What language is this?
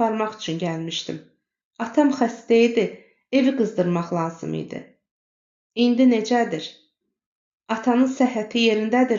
Azerbaijani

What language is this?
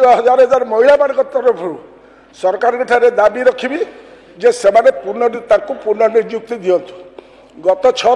Odia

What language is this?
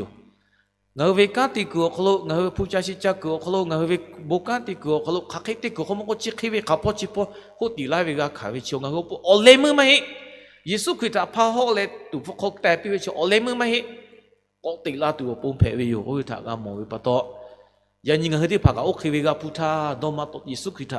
Lahu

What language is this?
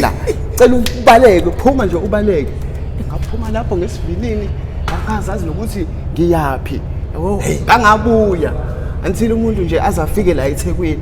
Zulu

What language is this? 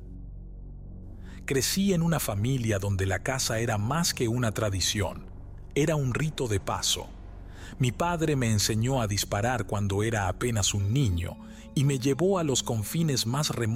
Spanish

